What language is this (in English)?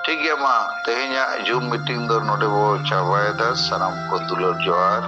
Santali